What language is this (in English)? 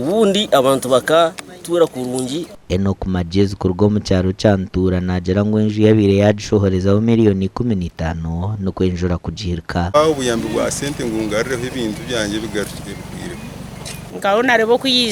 Nyankole